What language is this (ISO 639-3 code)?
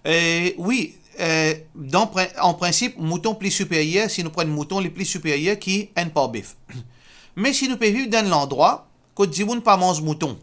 mfe